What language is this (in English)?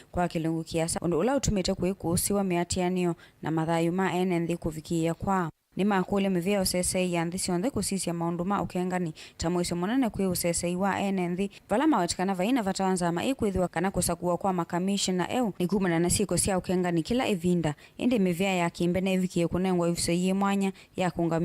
Kamba